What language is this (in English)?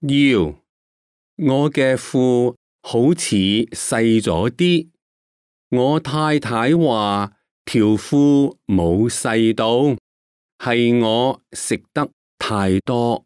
Cantonese